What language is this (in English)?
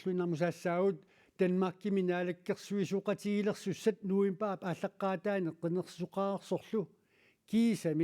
Kalaallisut